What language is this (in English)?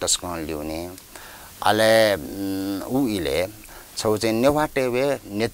Newari